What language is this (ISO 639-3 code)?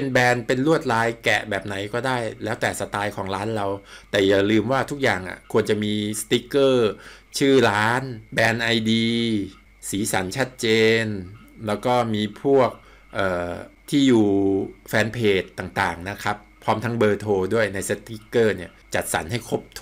tha